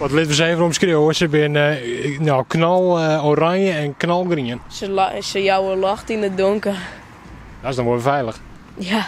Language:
Western Frisian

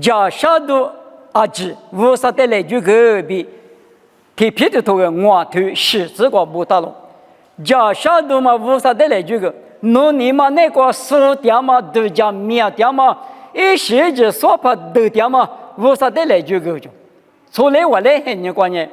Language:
Lisu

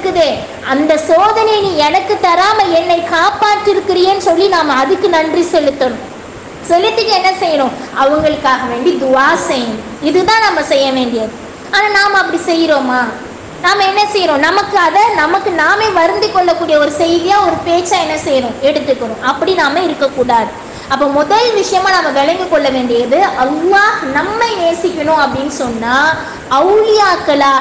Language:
Tamil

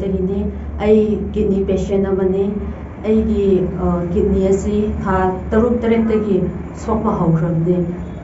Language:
Manipuri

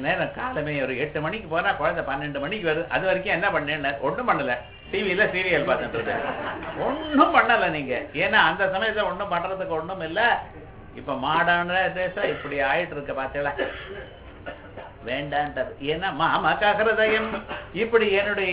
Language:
Tamil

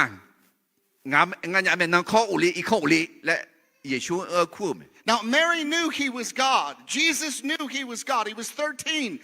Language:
Akha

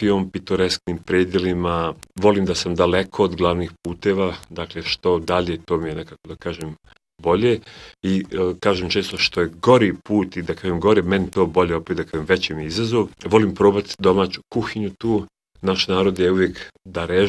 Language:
Bosnian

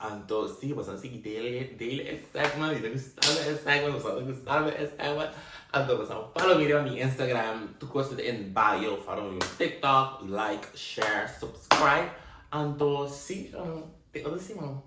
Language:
Papiamento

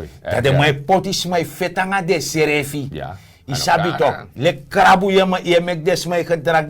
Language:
Sranan Tongo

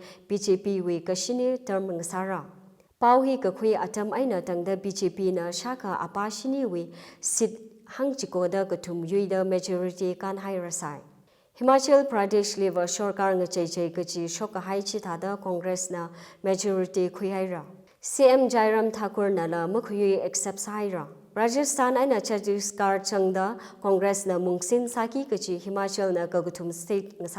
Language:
Tangkhul Naga (India)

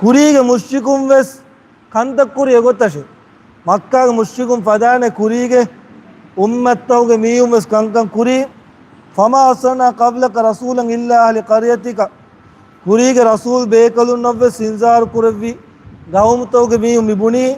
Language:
Divehi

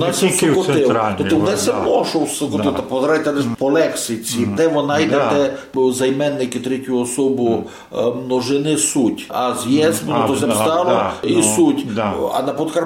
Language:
Rusyn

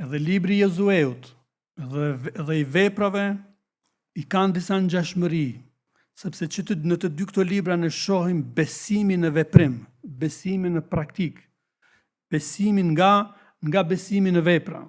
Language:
Albanian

